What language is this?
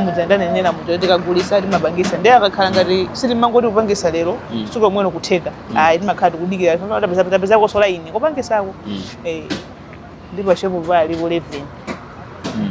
Nyanja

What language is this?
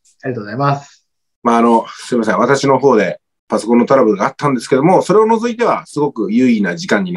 Japanese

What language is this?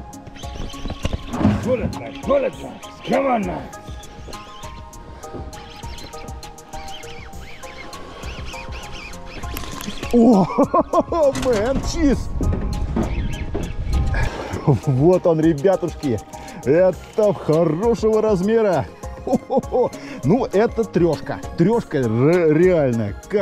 Russian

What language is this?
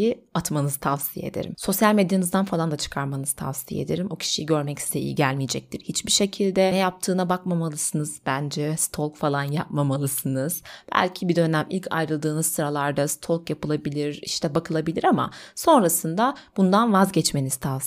Turkish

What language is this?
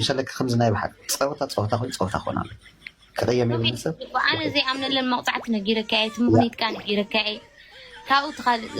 Tigrinya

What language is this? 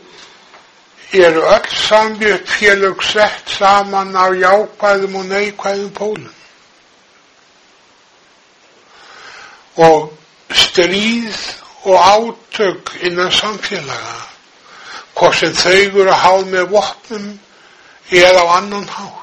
Icelandic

